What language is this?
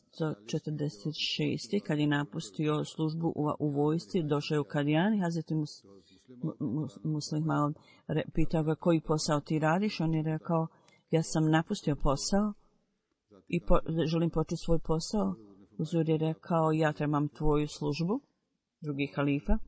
Bosnian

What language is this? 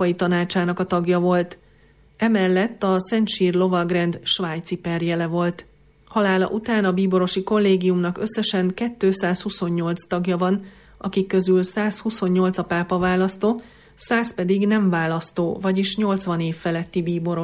Hungarian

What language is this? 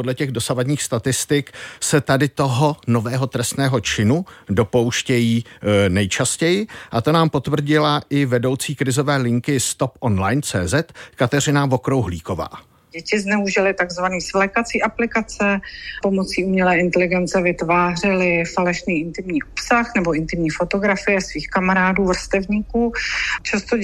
Czech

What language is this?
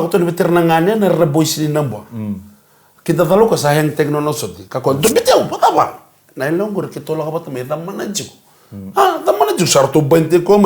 Fijian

